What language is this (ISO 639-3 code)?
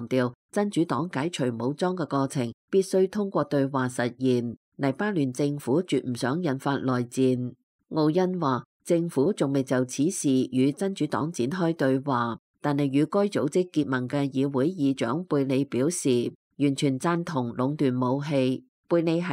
yue